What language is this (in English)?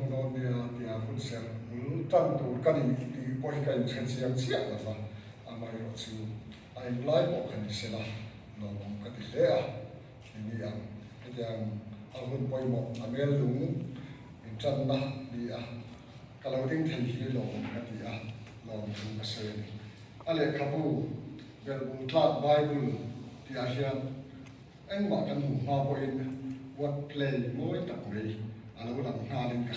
Mizo